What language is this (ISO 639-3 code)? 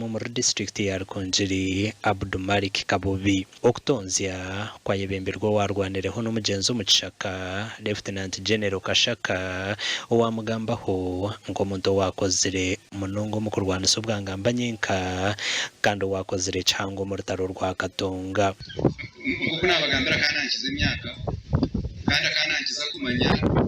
nyn